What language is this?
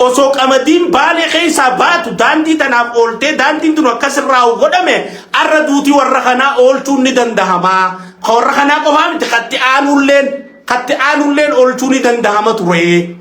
Oromo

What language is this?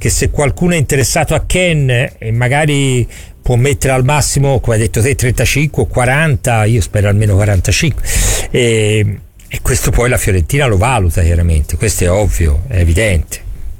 Italian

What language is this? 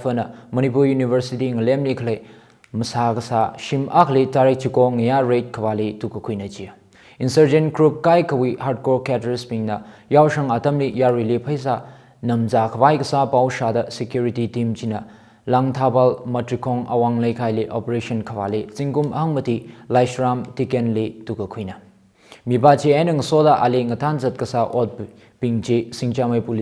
Tangkhul Naga (India)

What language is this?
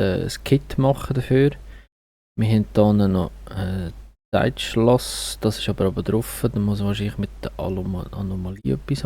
Swiss German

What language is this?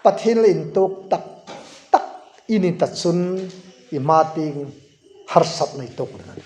Hmar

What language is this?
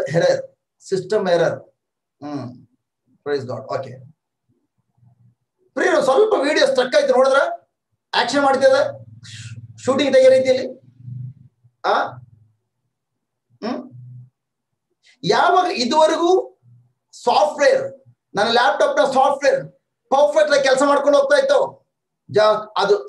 Kannada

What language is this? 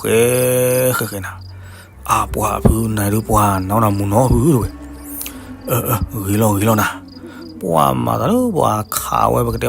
S'gaw Karen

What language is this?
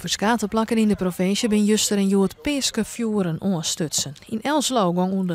Western Frisian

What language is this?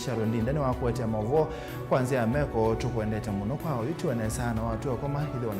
Kamba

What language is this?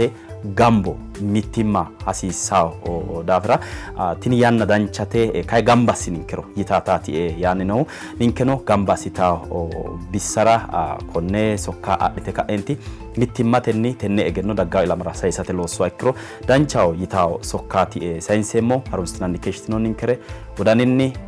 Sidamo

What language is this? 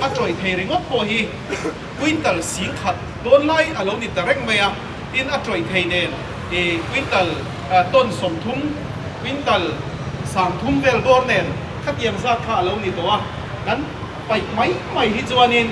Mizo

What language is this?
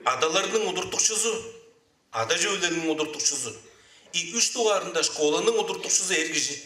Tuvinian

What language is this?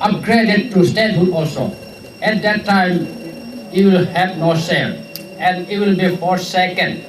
Hmar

